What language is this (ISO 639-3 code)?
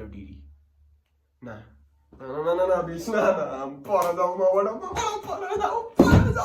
nep